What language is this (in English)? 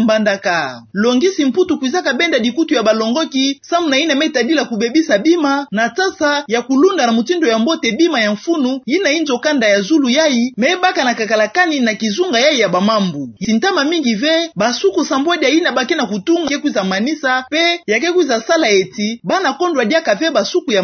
Kituba (Democratic Republic of Congo)